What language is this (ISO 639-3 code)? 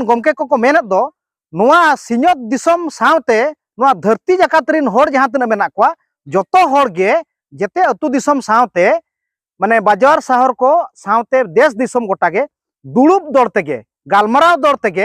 sat